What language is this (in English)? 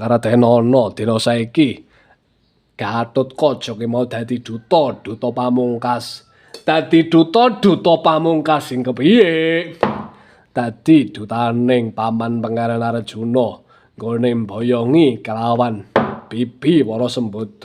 Javanese